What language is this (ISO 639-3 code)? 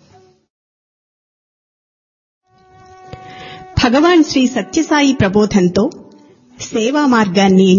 tel